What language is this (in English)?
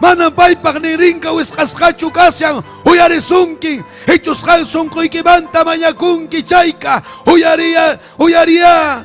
Ayacucho Quechua